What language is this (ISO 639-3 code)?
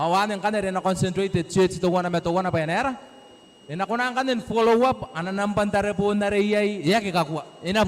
gil